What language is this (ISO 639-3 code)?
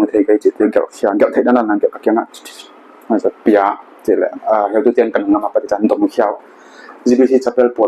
pck